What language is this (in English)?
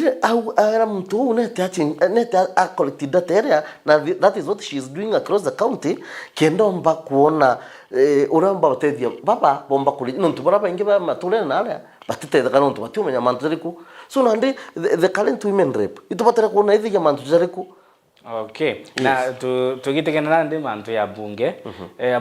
Meru